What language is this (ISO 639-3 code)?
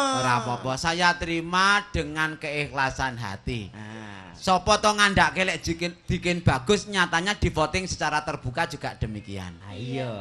jav